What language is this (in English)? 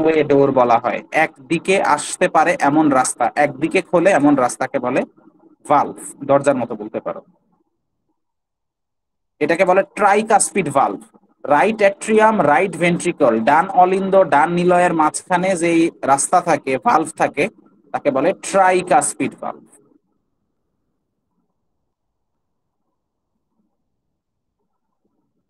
Bangla